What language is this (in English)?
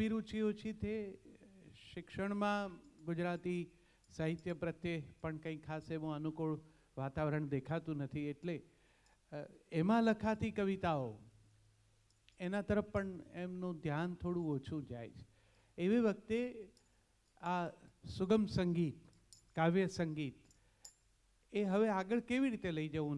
Gujarati